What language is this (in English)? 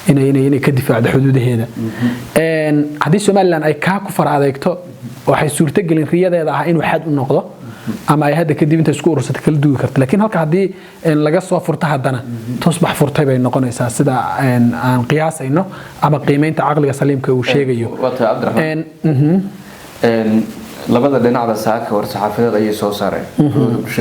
Somali